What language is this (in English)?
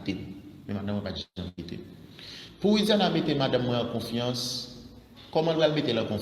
Haitian Creole